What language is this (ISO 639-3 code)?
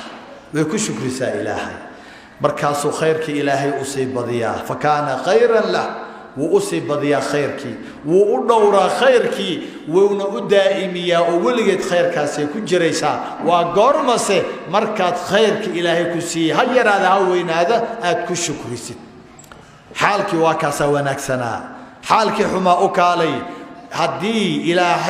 som